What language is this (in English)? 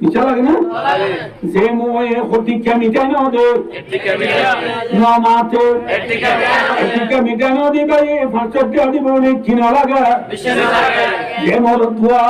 Rohingya